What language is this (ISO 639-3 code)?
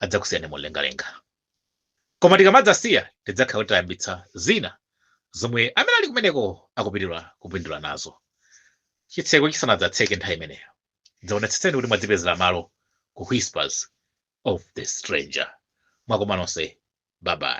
nya